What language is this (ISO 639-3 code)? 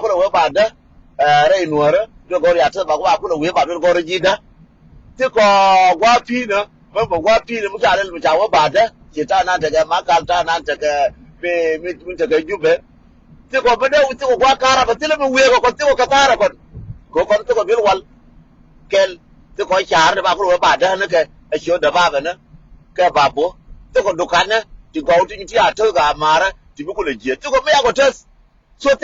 nus